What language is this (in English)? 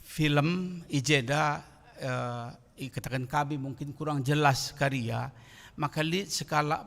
Batak Karo